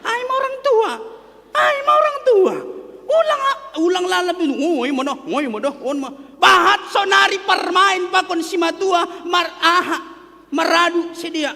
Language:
Batak Simalungun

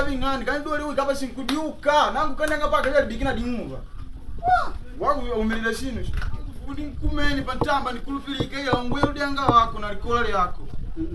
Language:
Makonde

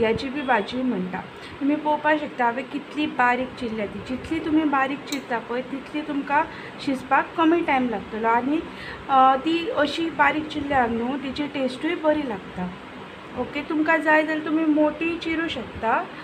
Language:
Konkani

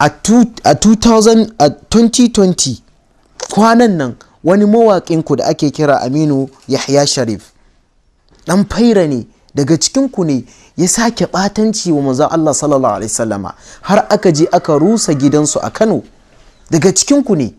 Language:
Hausa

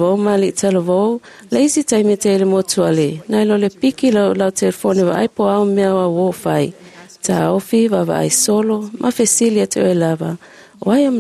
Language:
Samoan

